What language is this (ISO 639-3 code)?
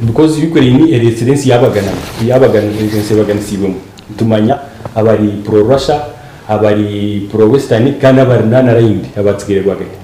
nyn